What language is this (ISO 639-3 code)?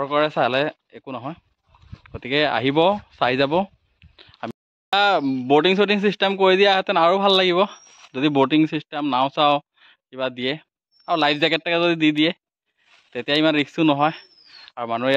asm